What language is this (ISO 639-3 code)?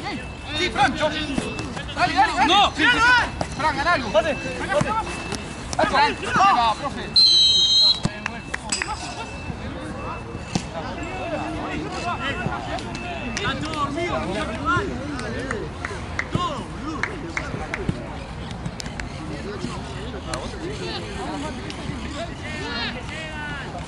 spa